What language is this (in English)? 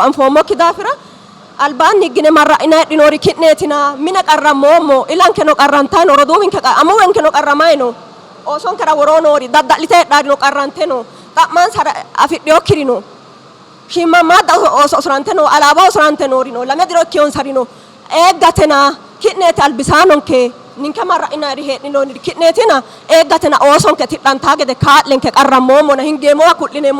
Sidamo